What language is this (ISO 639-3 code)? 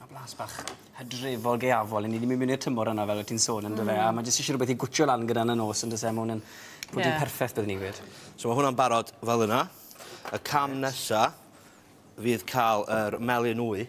cym